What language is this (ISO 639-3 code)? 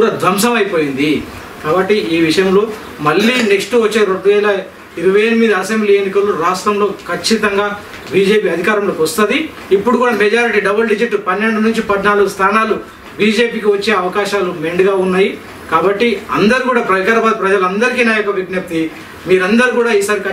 tel